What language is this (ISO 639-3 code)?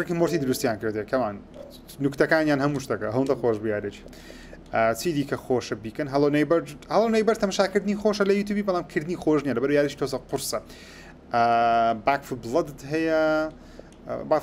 ckb